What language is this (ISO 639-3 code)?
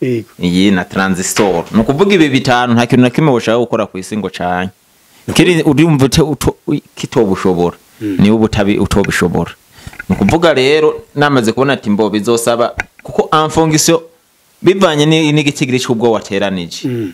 run